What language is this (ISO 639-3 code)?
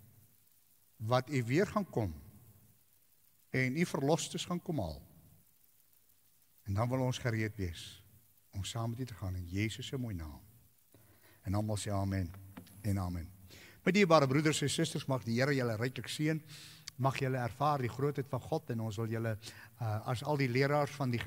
afr